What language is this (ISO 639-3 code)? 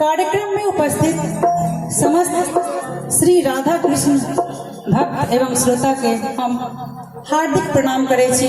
mai